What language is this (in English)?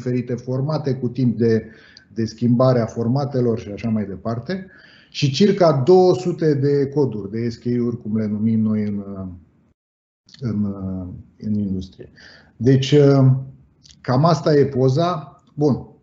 Romanian